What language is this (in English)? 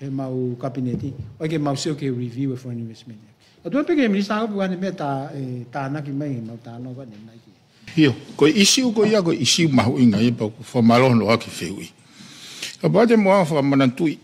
Tongan